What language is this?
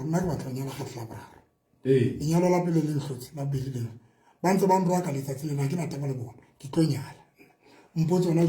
Southern Sotho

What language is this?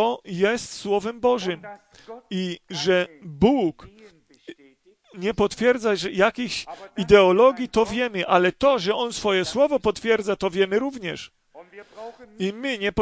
Polish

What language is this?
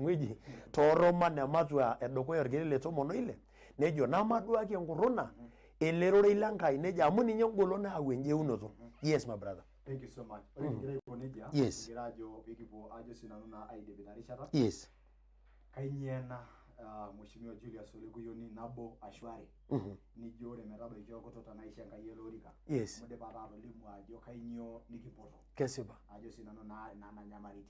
Masai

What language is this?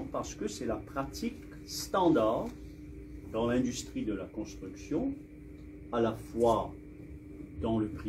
Morisyen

